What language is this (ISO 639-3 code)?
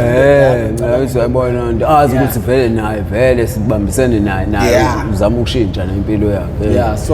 zul